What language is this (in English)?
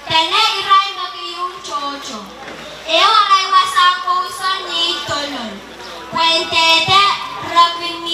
Pohnpeian